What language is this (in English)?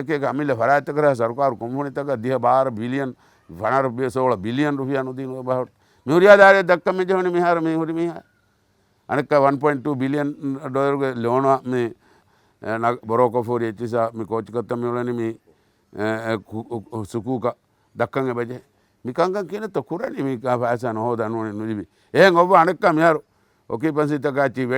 Divehi